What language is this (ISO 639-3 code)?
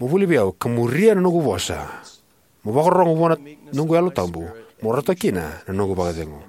fij